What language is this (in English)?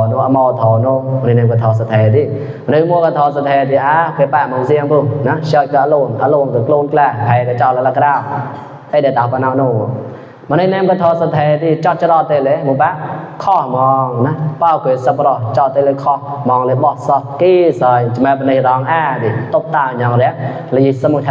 Mon